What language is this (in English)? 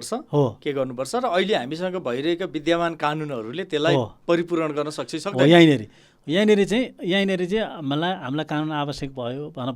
Nepali